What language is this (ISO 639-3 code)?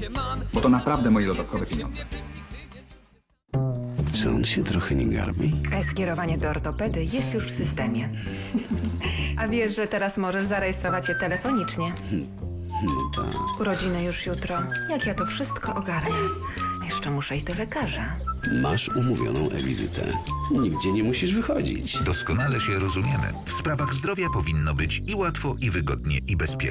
pol